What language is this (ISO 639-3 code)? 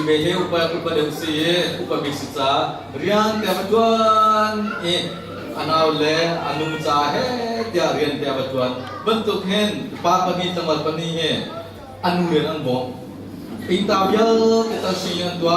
cnh